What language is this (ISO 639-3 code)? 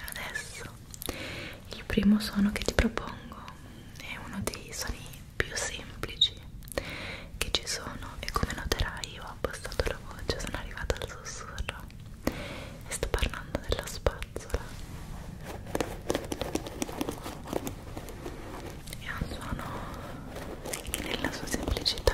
ita